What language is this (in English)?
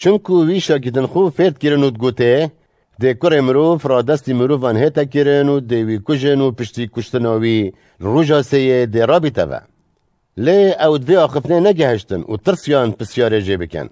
Kurdish